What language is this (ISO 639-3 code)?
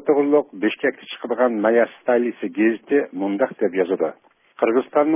uig